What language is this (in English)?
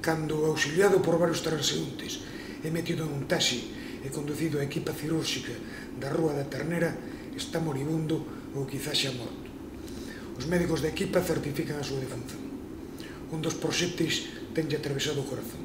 Galician